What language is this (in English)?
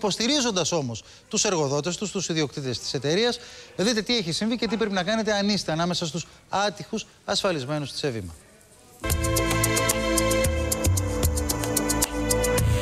Greek